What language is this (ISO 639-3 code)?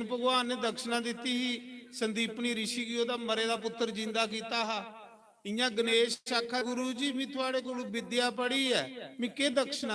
doi